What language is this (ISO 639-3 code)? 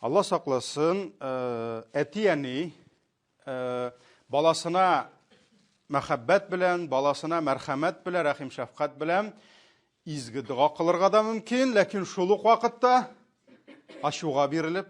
tat